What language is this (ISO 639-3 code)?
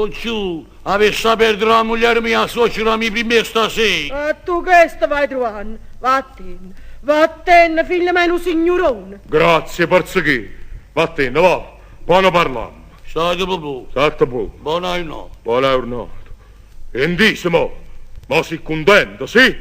nap